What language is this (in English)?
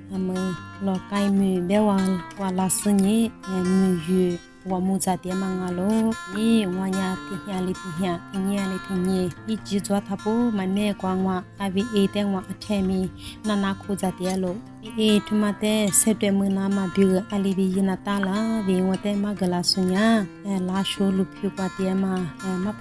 Lisu